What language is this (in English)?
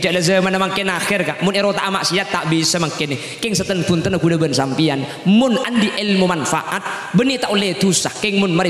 Madurese